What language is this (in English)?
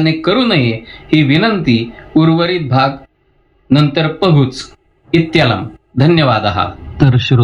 Marathi